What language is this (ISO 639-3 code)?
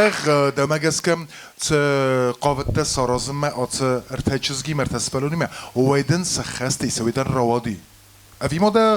oss